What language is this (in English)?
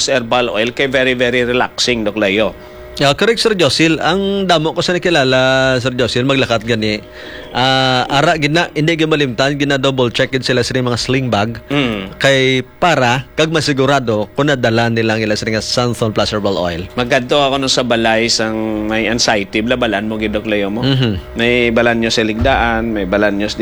Hiligaynon